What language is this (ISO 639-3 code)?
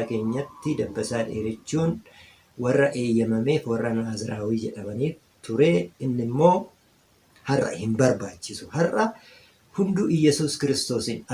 orm